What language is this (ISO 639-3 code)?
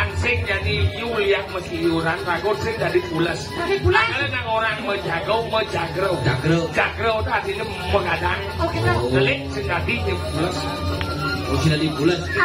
ban